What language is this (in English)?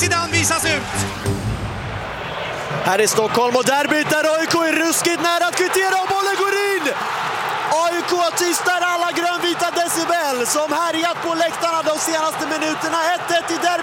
Swedish